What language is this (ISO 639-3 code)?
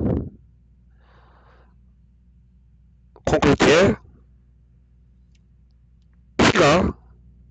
kor